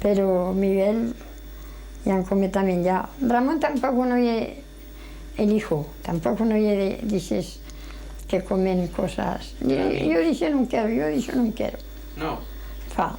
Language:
Aragonese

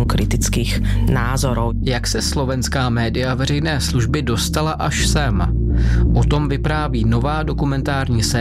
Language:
Czech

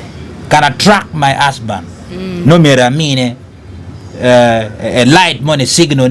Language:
Acoli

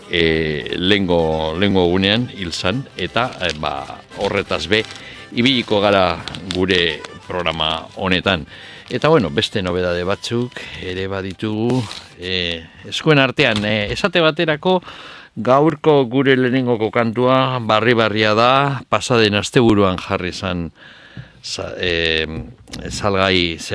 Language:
Basque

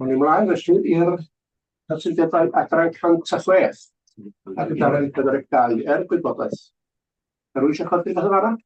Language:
Welsh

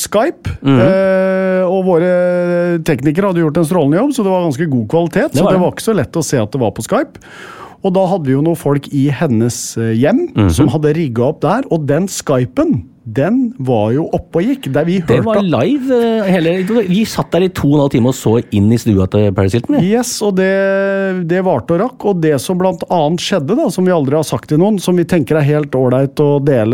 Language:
Norwegian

